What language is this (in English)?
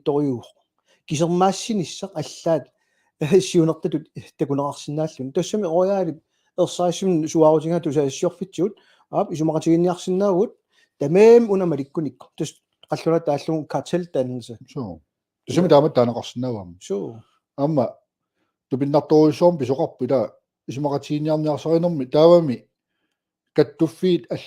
Kalaallisut